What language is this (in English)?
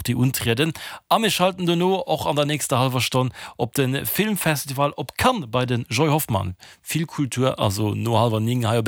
Luxembourgish